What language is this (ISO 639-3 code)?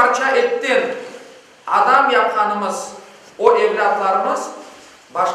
crh